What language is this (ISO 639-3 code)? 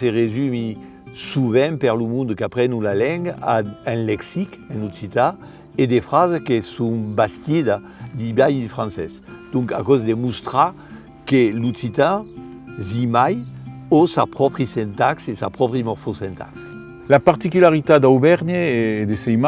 oci